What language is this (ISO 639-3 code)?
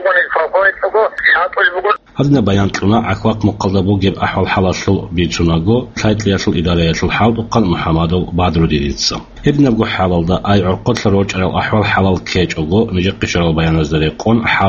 ava